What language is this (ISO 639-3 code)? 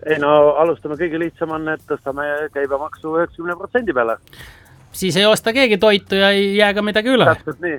est